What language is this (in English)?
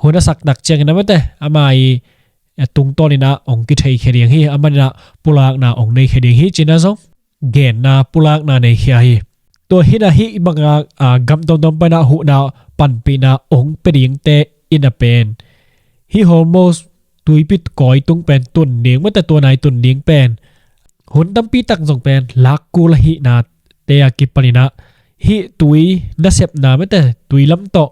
Tedim Chin